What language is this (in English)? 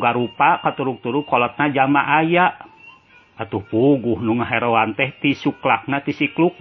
Sundanese